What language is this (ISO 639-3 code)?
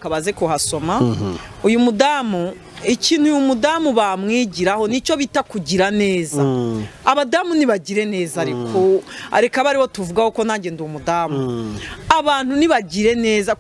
kin